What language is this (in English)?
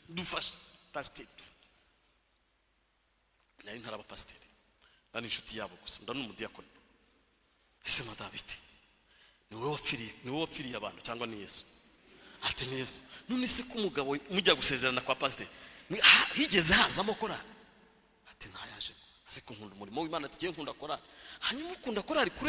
Kinyarwanda